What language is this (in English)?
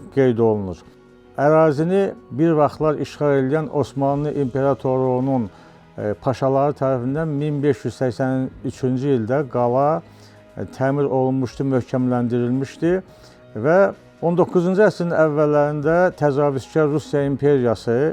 Azerbaijani